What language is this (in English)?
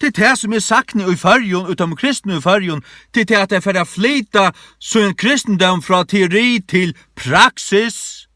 Faroese